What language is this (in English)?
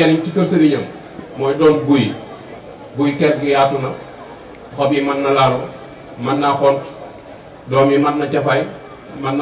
Wolof